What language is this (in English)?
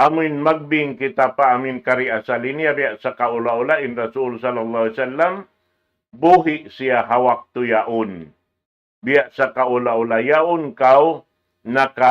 Tausug